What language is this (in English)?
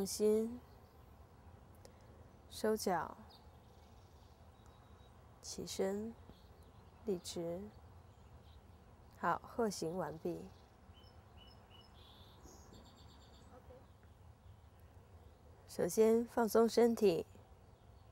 Chinese